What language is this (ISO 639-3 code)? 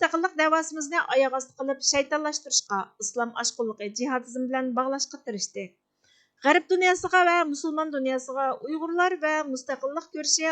uig